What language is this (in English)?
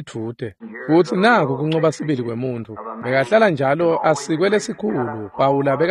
Swati